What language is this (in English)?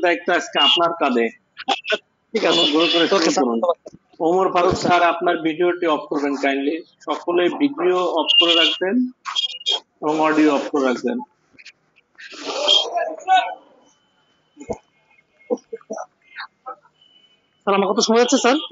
Bangla